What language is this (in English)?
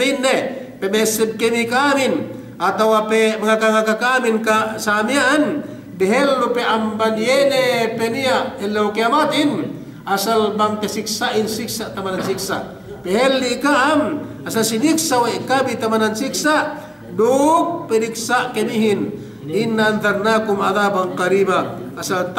Yakan